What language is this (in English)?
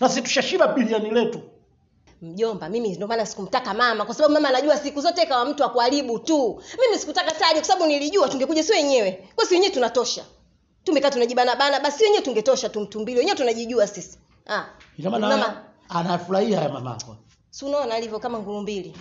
Swahili